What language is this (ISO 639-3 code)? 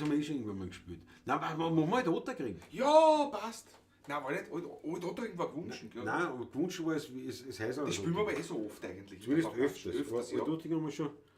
bar